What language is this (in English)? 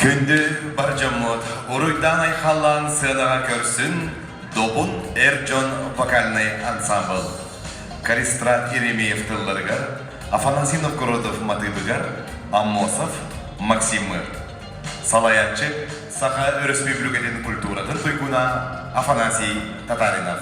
Yakut